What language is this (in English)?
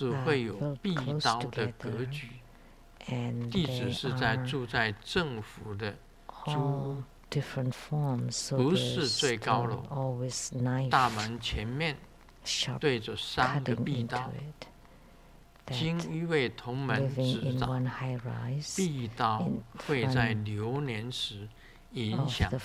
Chinese